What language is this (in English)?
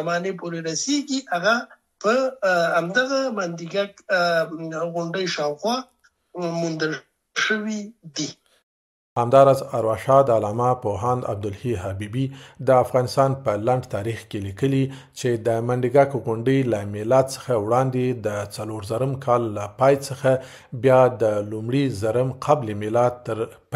Pashto